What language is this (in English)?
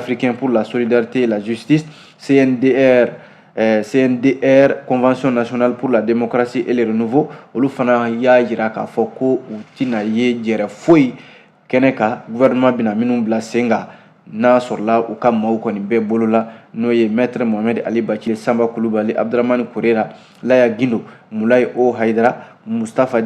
Bambara